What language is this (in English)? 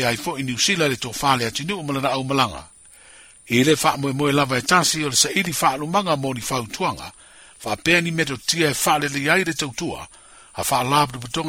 Samoan